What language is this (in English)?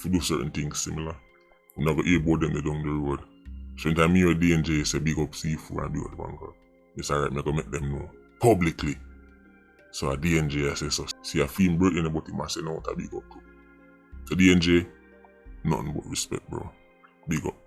Jamaican Creole English